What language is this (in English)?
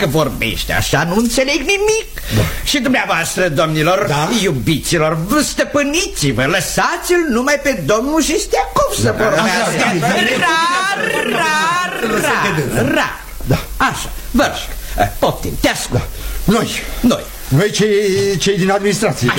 Romanian